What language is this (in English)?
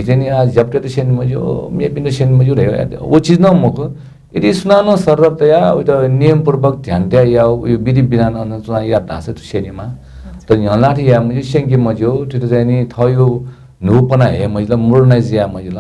Newari